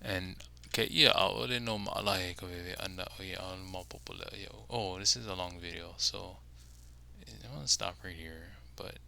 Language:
Hawaiian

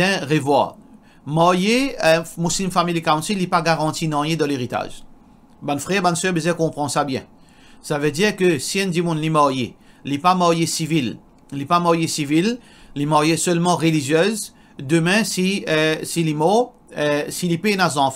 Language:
Morisyen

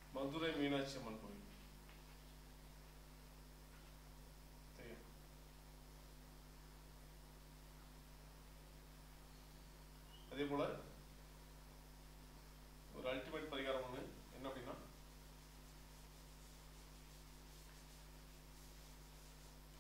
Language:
Tamil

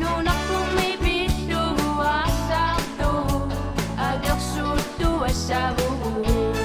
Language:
Kalaallisut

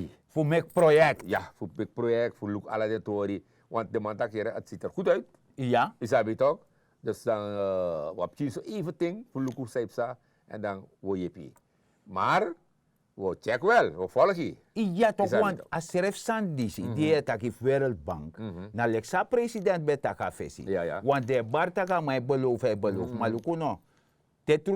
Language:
Sranan Tongo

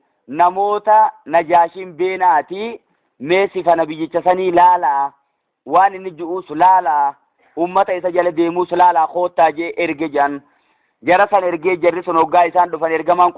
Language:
Oromo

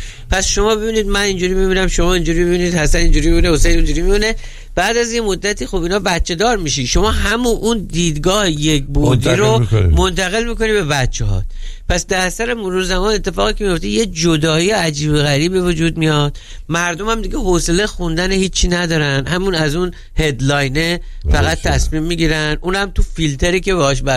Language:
Persian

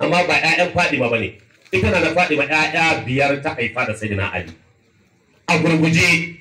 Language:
Hausa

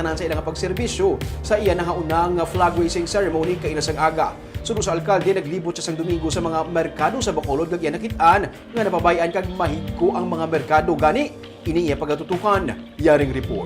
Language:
Hiligaynon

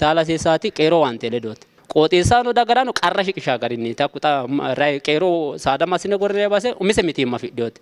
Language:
Sidamo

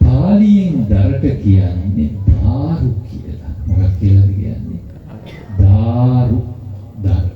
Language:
Sinhala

